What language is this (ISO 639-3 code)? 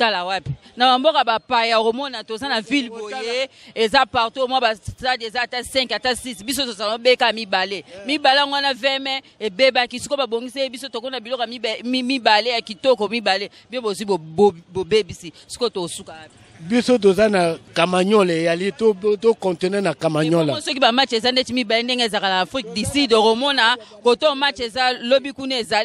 lin